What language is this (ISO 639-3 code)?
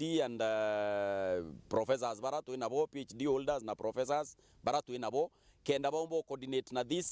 mer